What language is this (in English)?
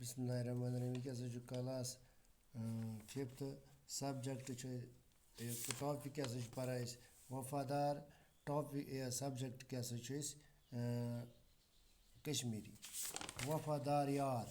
Kashmiri